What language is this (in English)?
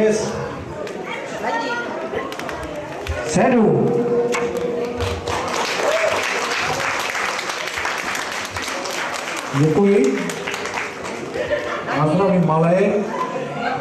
Czech